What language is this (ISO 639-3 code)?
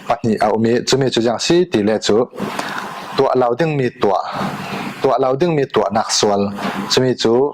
cfm